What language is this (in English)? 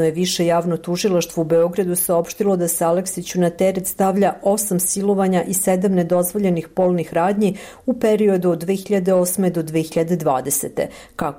Serbian